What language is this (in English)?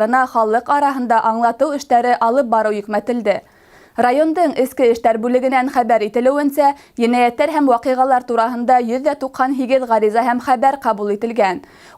Bashkir